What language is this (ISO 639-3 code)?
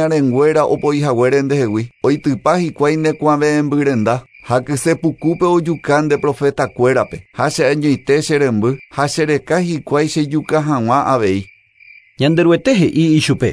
grn